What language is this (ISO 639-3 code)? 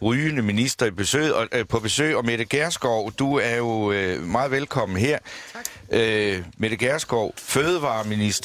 dan